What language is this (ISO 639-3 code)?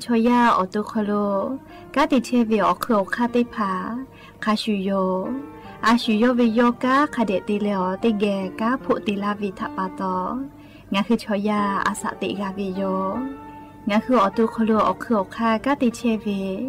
lhu